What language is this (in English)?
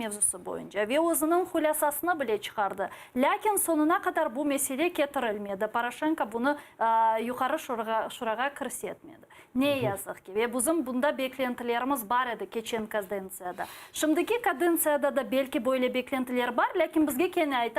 Crimean Tatar